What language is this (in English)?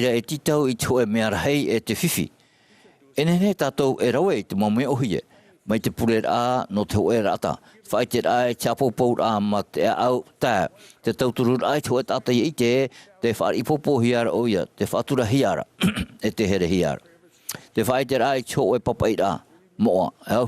Tahitian